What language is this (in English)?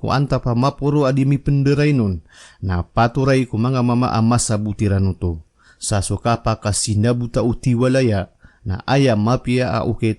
Maranao